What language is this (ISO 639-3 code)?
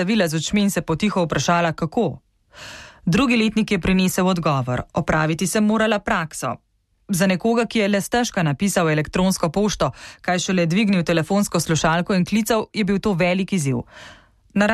slv